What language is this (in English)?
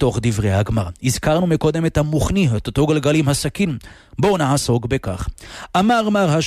Hebrew